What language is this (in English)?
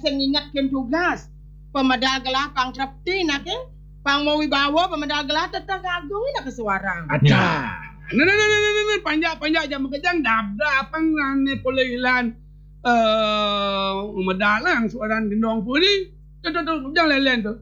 Balinese